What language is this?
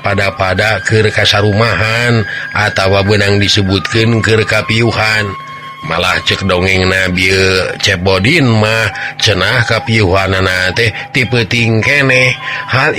Sundanese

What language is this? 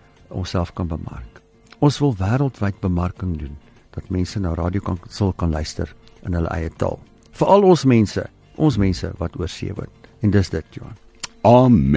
Afrikaans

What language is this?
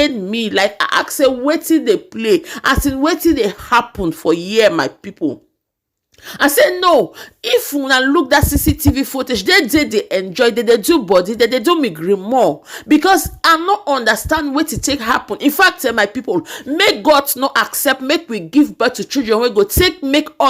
Nigerian Pidgin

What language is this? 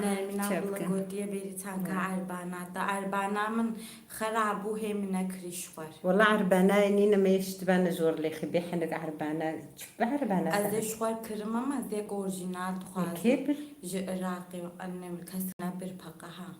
Kurdish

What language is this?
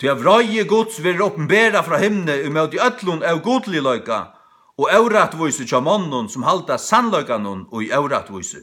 Faroese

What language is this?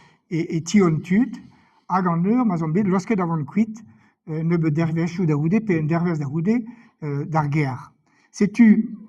Breton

